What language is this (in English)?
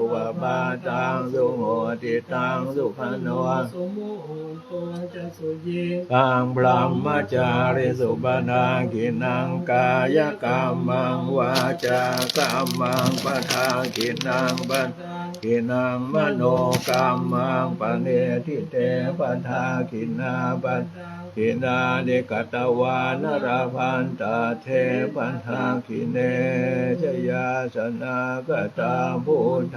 Pali